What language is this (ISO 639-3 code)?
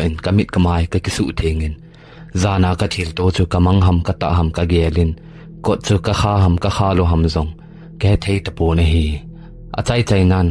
tcz